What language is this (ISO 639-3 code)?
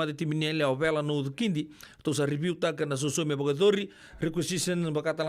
fij